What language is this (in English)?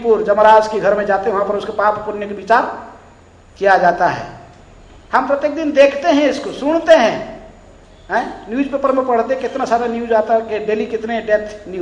Hindi